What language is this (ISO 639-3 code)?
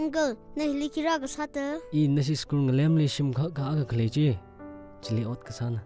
nmf